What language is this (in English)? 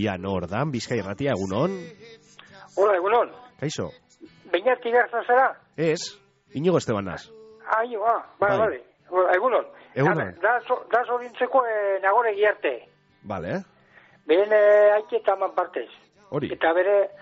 Basque